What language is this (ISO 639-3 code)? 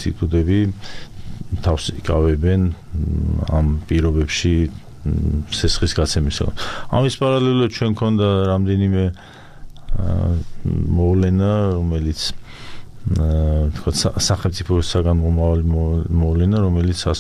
kat